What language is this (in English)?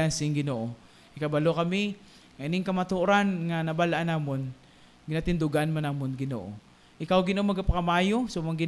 Hiligaynon